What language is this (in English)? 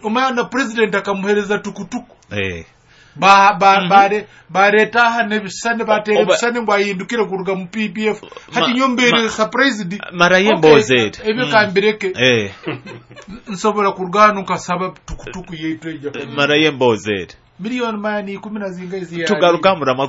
Nyoro